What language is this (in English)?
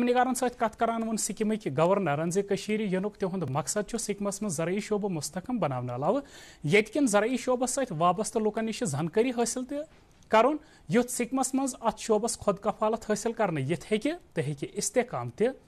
Kashmiri